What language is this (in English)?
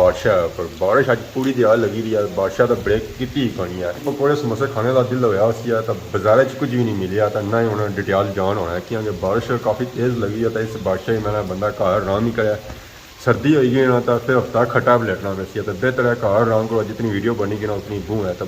Pahari-Potwari